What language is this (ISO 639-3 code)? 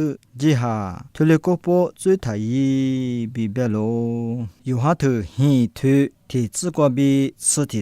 lis